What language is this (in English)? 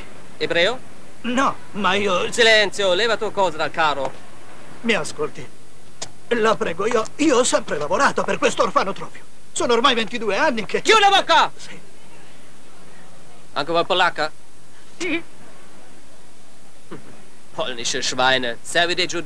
Italian